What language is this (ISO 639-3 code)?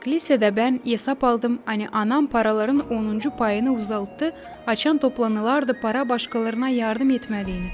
gag